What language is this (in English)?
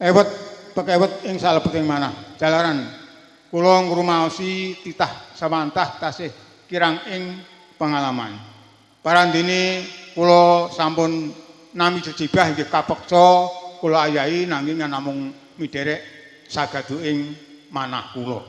Javanese